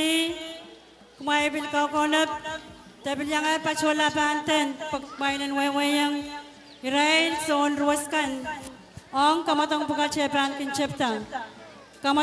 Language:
Pohnpeian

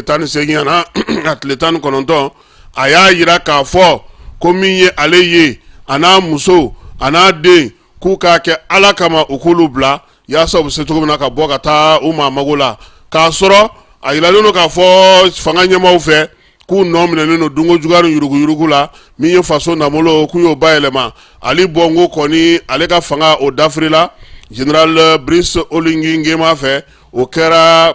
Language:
Bambara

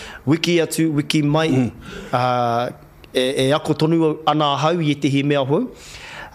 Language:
Māori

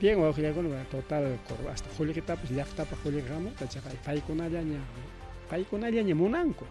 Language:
Ayacucho Quechua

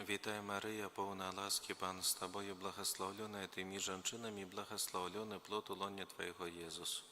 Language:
Belarusian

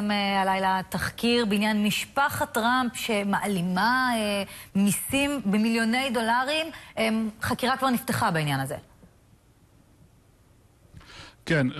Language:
Hebrew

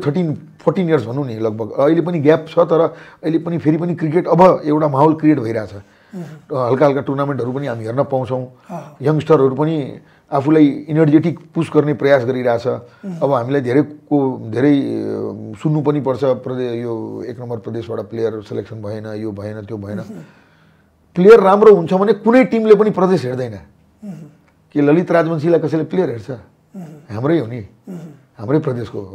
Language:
Nepali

